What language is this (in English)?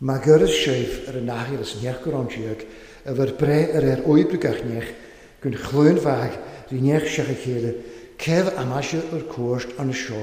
Welsh